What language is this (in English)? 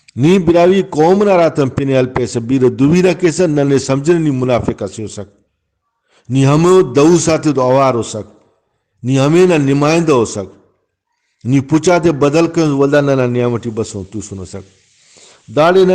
Brahui